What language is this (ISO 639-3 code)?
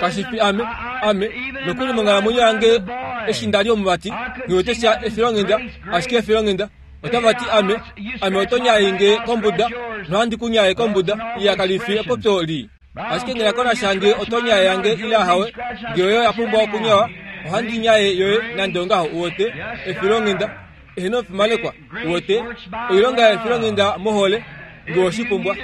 kua